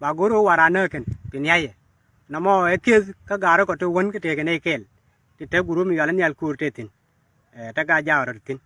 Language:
Nuer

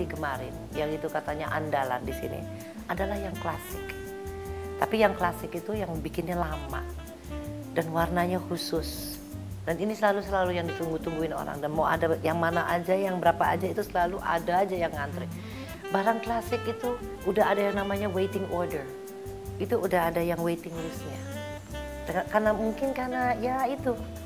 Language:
Indonesian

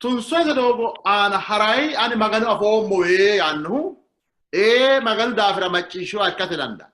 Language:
Sidamo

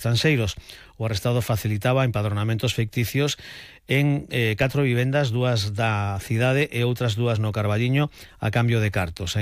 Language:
Galician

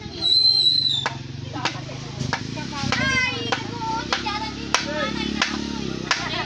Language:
Filipino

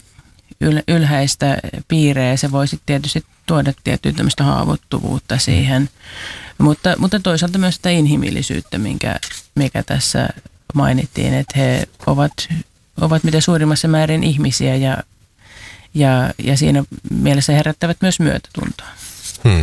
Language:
Finnish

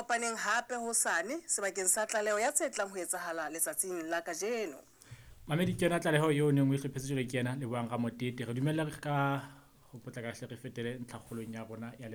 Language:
Southern Sotho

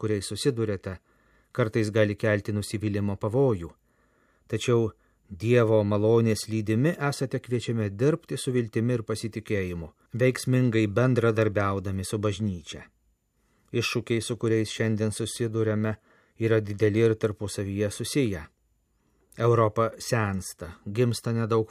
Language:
Lithuanian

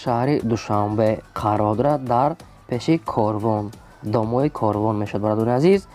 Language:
Tajik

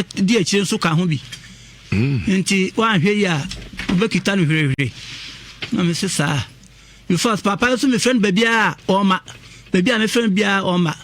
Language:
Akan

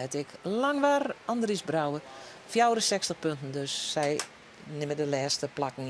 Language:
Western Frisian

